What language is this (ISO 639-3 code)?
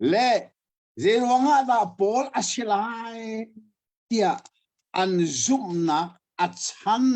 cnh